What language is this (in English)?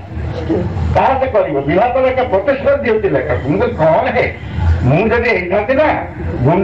Odia